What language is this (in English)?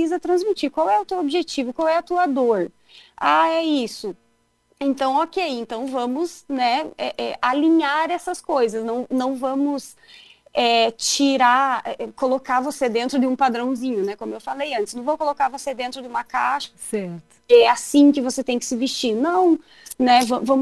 Portuguese